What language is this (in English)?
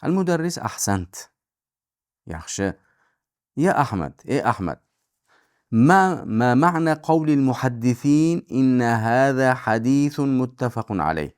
Uzbek